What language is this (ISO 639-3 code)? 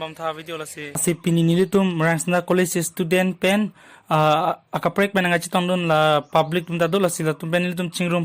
mjw